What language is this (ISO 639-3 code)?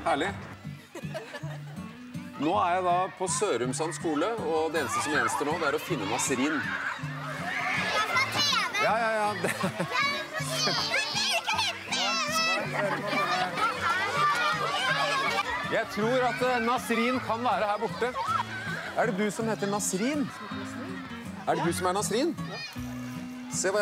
nor